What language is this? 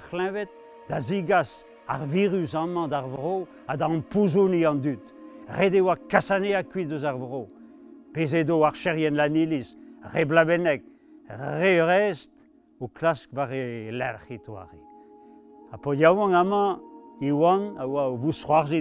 Breton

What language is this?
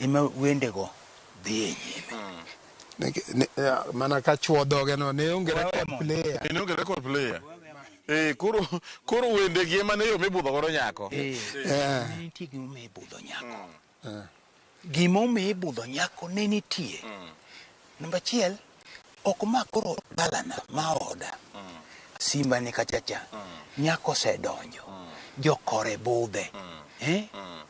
Luo (Kenya and Tanzania)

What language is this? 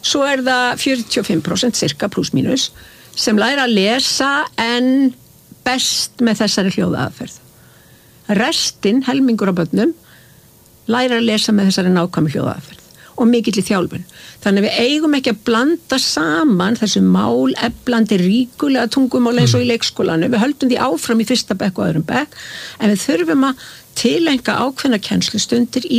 Icelandic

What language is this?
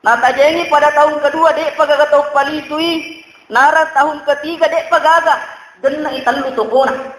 Buginese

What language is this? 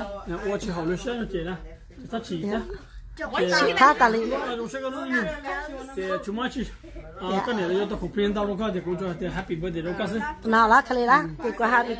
Vietnamese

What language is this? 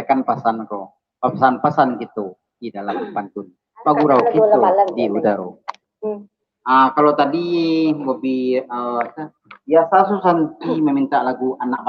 Minangkabau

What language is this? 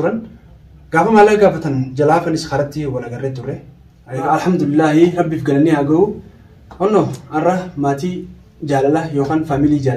Oromo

